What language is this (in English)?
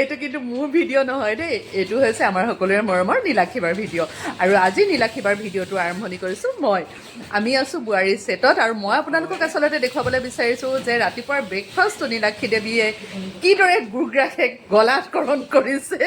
Assamese